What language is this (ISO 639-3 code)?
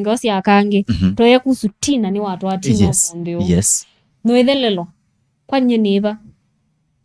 kam